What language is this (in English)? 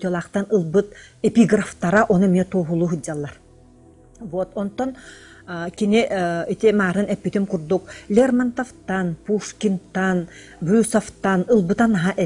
Yakut